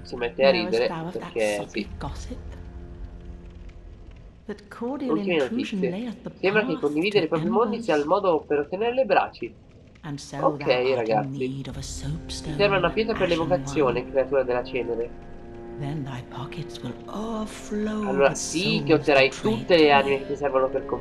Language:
Italian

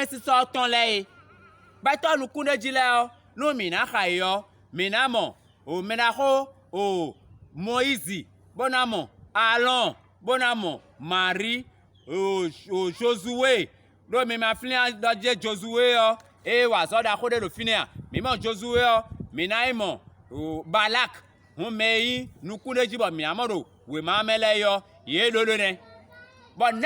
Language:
Fon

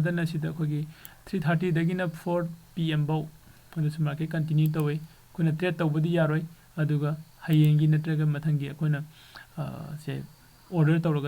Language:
Manipuri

